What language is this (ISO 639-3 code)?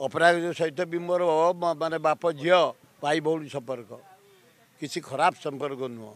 ori